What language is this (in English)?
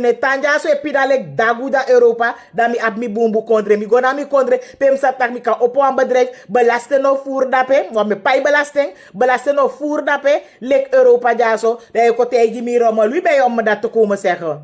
Sranan Tongo